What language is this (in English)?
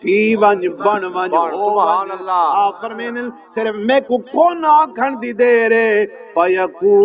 Saraiki